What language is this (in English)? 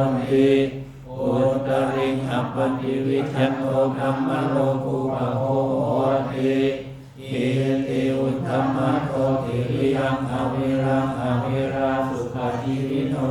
Pali